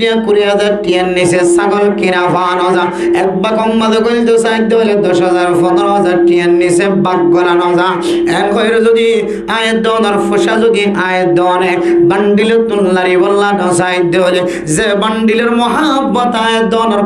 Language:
Rohingya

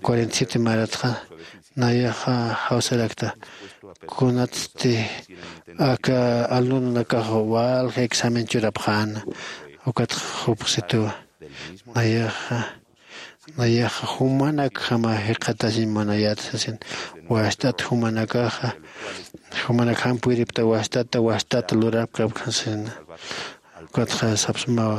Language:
Aymara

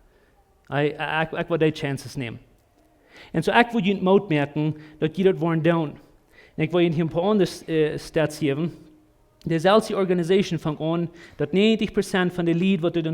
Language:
Plautdietsch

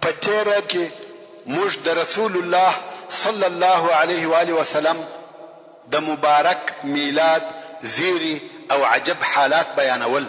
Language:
Pashto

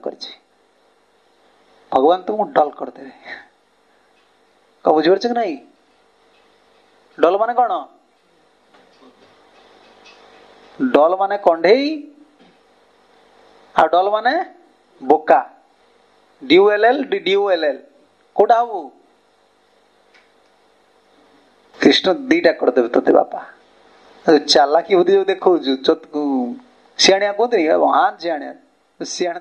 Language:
Odia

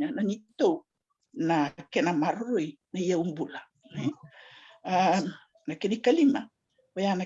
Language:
Fijian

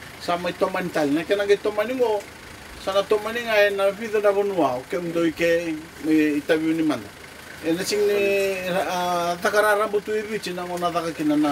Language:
Fijian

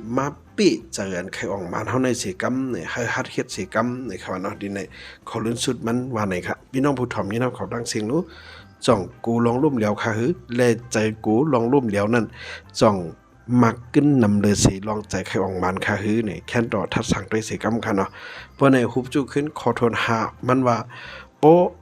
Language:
Shan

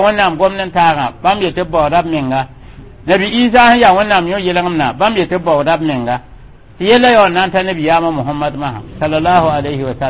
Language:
Mossi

